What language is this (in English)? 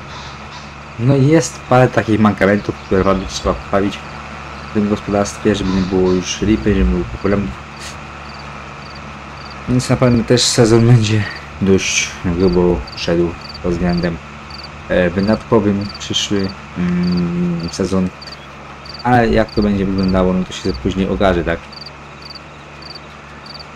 Polish